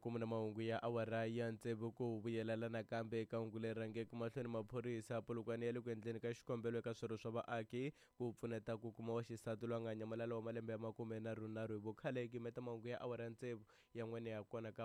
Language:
Tsonga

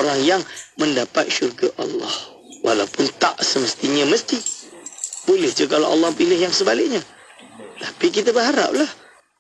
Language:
Malay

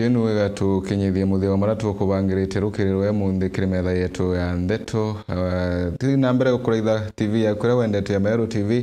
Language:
Meru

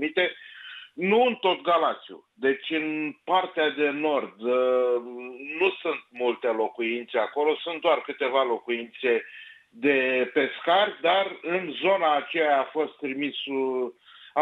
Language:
Romanian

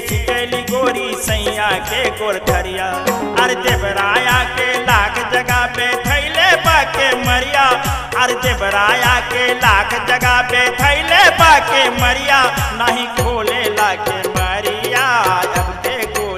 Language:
Bhojpuri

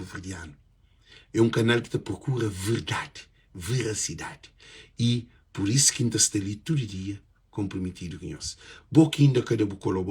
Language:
Kabuverdianu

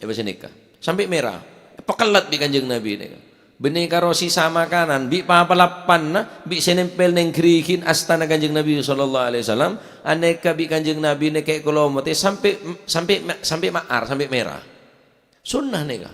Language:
Madurese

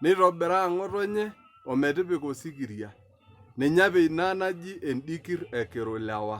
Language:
Masai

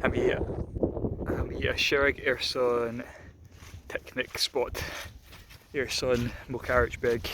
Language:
Scottish Gaelic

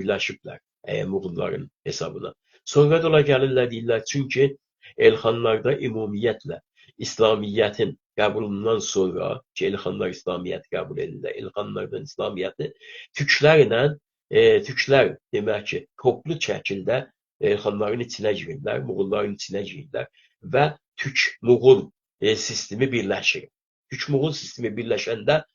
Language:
South Azerbaijani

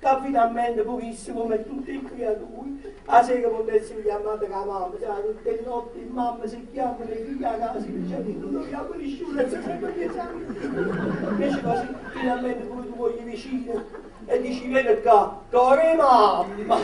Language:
Neapolitan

